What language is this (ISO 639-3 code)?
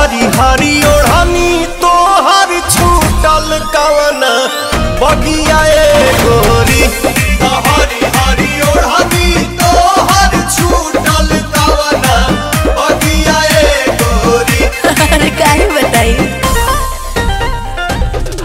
bho